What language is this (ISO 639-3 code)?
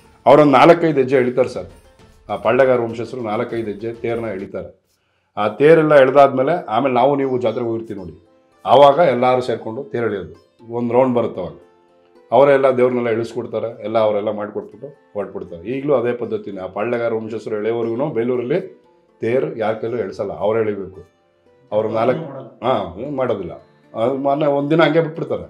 kan